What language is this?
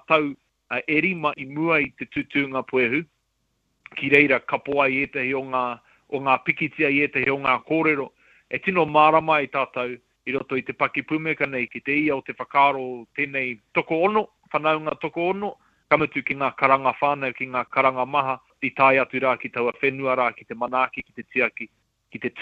Māori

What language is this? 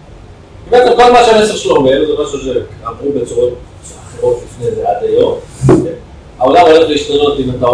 Hebrew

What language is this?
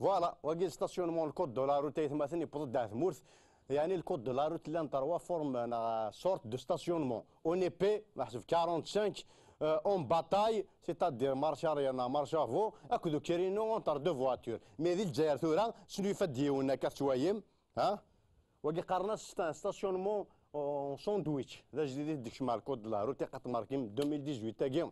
Kabyle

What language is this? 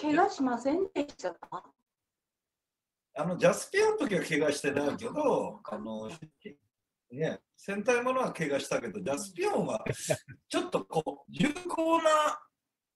Japanese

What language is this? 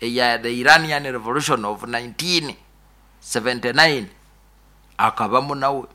Nyoro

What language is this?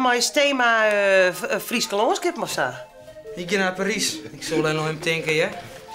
Western Frisian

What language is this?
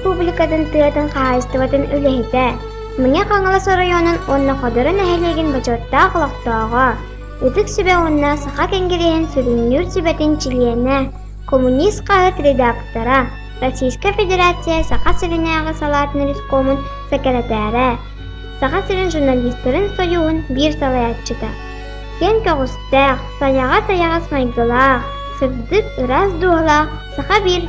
Yakut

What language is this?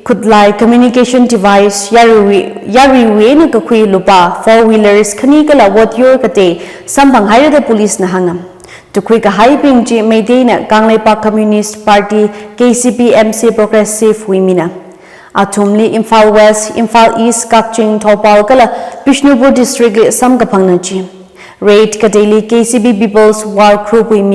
Tangkhul Naga (India)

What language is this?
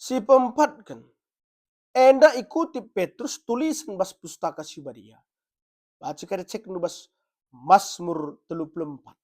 Batak Karo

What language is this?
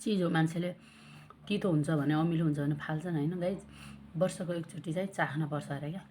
Nepali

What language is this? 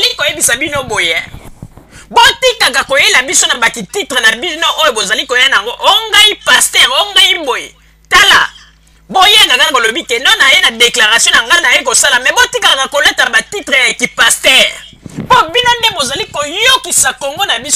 Lingala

